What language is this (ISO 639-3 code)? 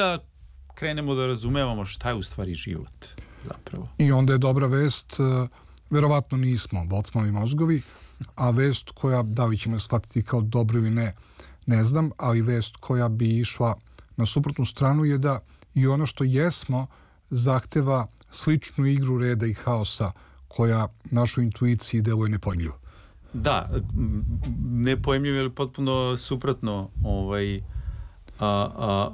srp